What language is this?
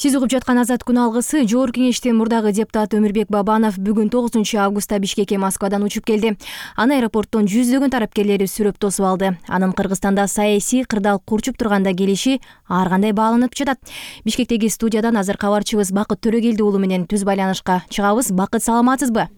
Kyrgyz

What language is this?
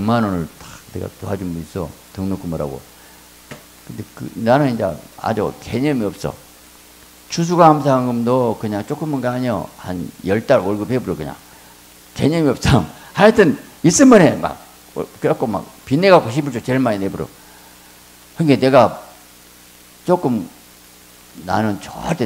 Korean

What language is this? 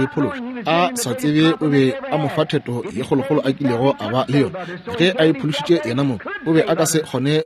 Northern Sotho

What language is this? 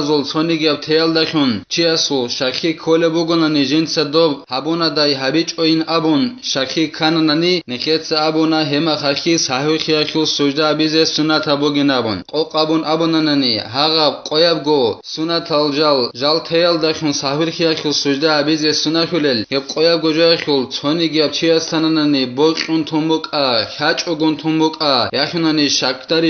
Avaric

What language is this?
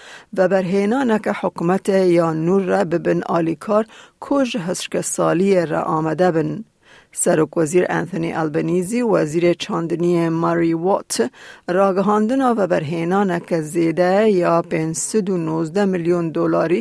Kurdish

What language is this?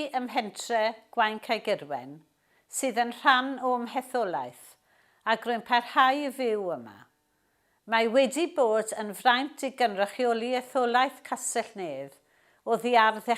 Welsh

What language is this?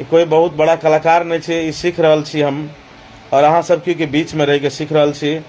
Maithili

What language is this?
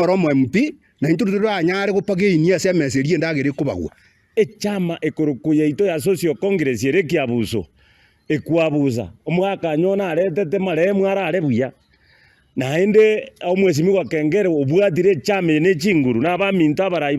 Gusii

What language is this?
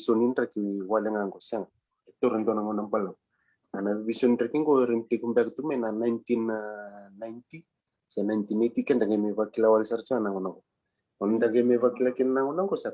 Fijian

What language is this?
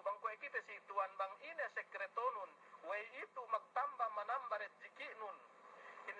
Yakan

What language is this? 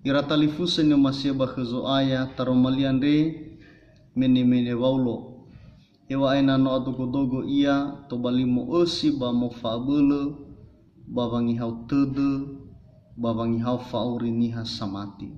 Nias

